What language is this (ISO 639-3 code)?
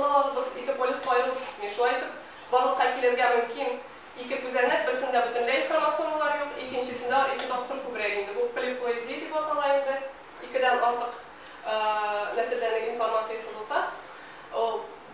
tat